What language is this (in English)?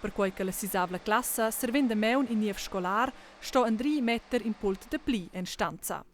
Romansh